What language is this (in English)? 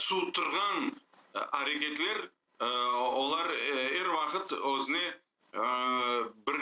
Crimean Tatar